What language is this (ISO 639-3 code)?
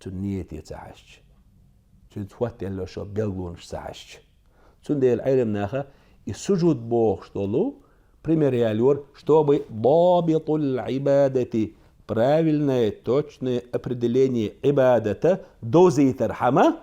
che